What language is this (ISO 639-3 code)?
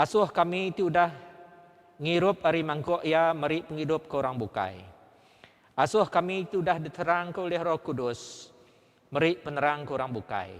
iba